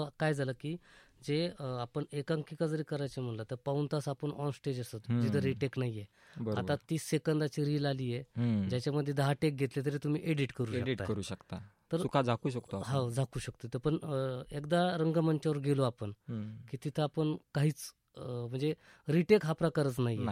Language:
Marathi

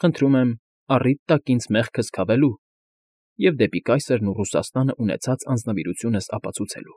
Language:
Armenian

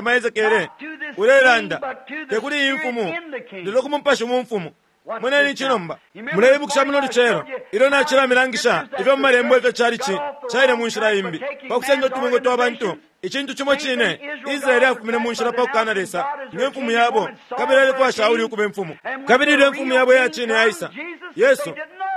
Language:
Bemba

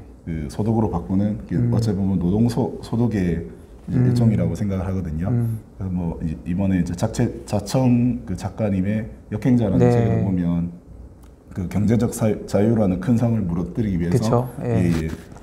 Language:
Korean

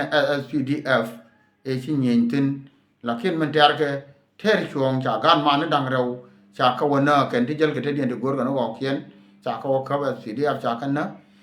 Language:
Nuer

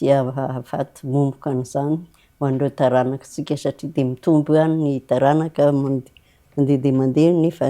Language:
Malagasy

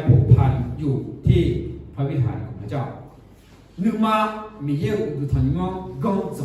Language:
Akha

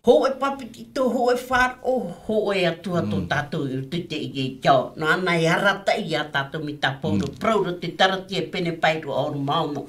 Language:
Tahitian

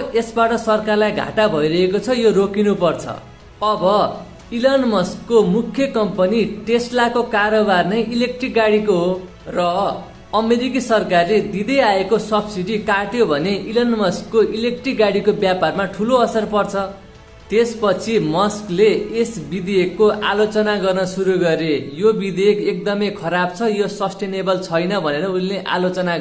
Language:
Nepali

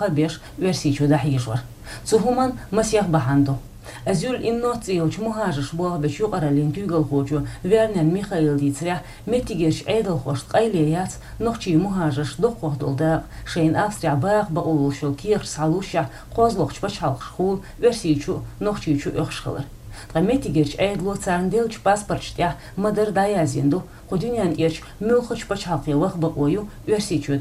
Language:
Chechen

